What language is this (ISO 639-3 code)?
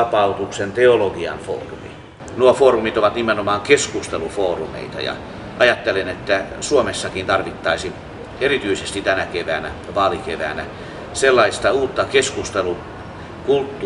fin